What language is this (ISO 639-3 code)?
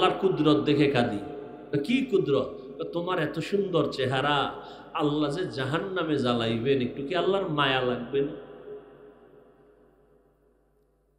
ben